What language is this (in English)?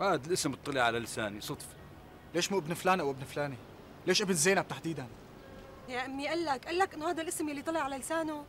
North Levantine Arabic